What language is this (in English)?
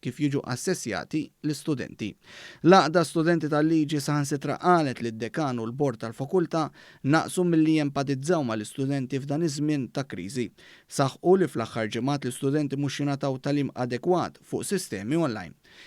Maltese